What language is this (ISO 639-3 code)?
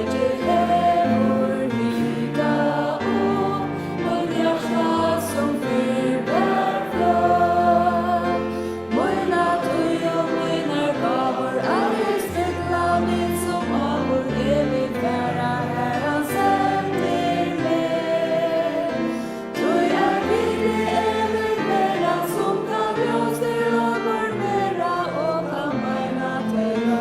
fao